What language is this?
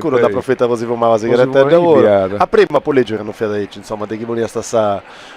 Sardinian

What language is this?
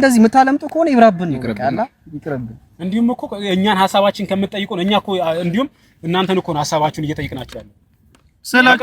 Amharic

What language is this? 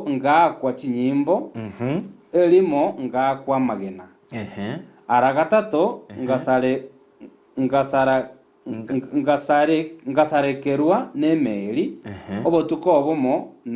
Gusii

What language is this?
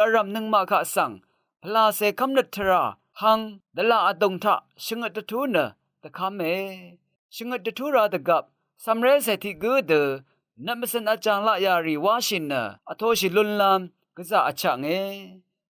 Rawang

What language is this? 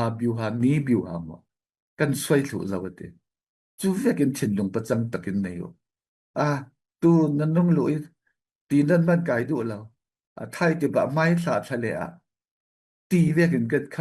Falam Chin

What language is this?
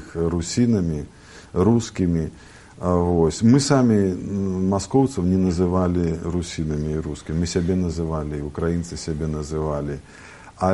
Belarusian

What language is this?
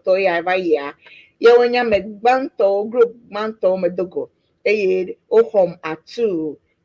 Ewe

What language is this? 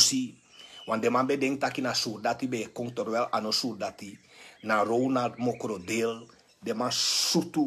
Sranan Tongo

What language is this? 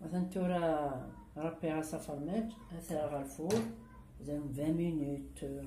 Kabyle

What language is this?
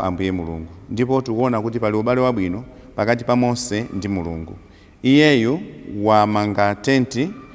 Nyanja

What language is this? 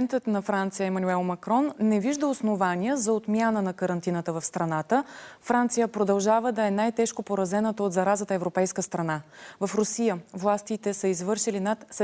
Bulgarian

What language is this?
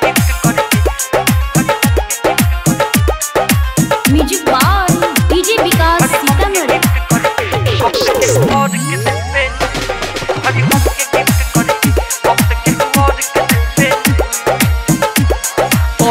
Bhojpuri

